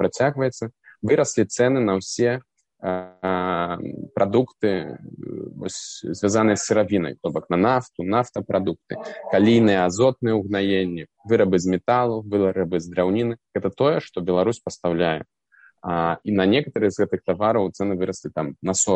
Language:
Belarusian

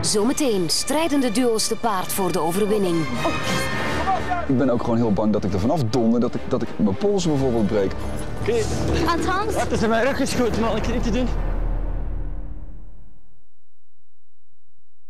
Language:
Dutch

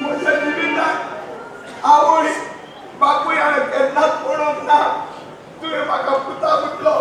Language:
Konkani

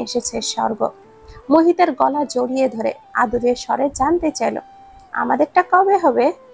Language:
Bangla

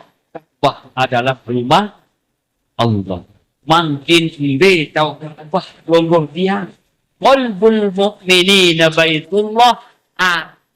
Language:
Sasak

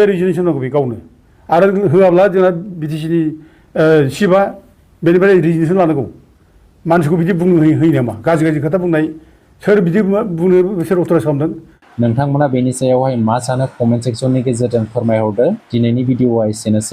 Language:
Bodo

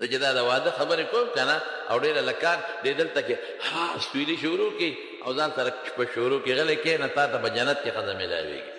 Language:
Pashto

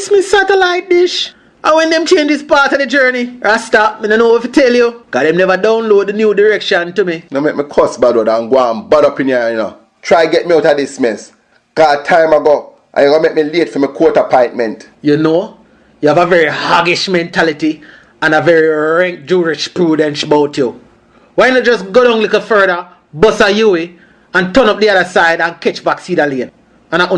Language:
Jamaican Creole English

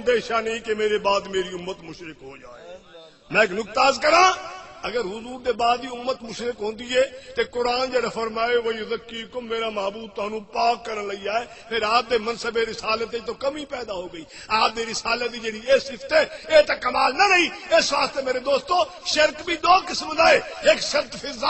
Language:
Saraiki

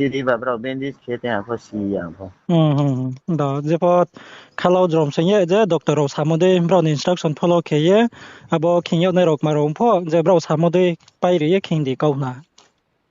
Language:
Riang (India)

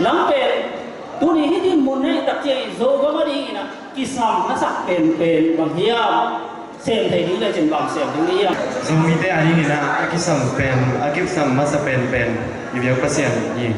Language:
Tedim Chin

